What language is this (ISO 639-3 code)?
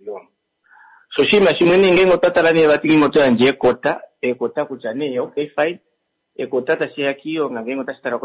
kua